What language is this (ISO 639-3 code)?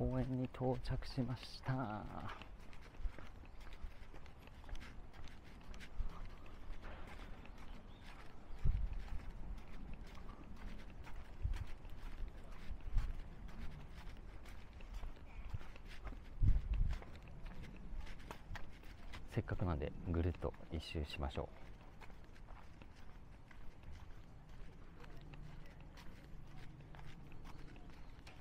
jpn